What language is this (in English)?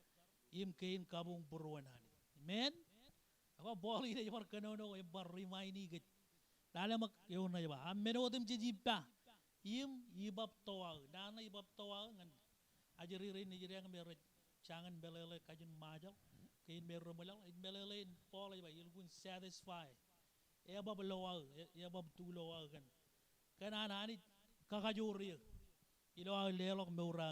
Marshallese